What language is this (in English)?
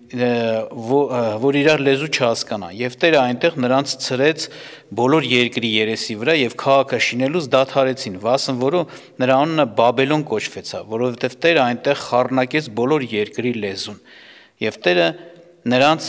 Armenian